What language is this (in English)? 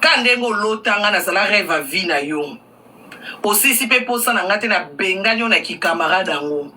Lingala